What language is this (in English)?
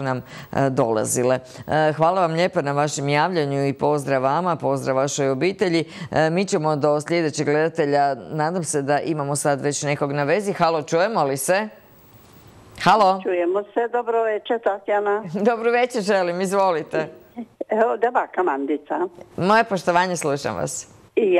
Croatian